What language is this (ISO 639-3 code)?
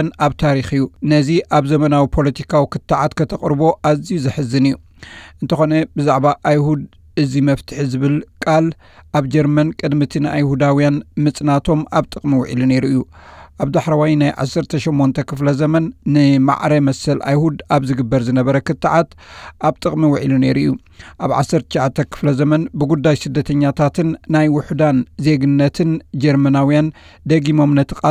tir